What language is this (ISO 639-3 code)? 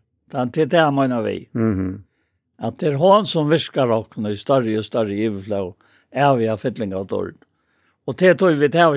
fao